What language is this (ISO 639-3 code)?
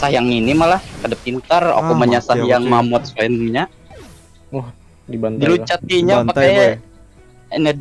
bjn